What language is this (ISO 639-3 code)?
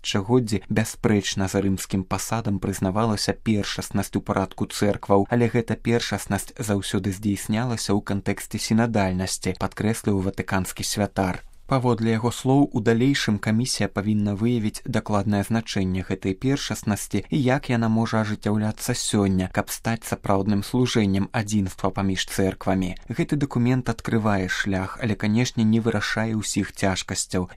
bel